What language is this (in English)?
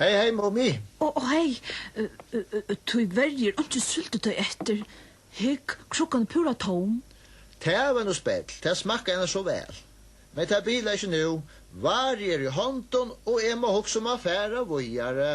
Faroese